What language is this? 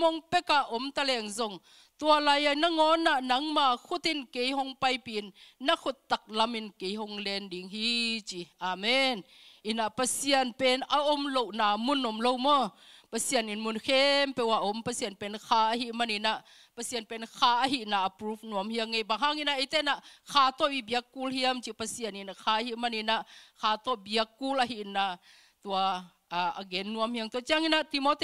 Tedim Chin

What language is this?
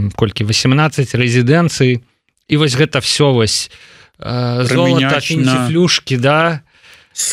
Belarusian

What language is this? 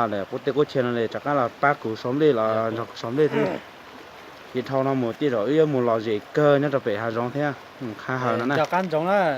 Hmong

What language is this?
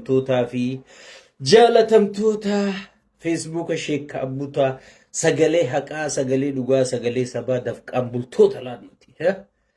Oromo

